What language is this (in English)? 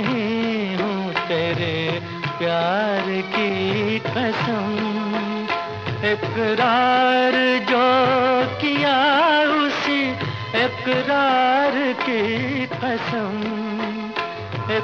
Hindi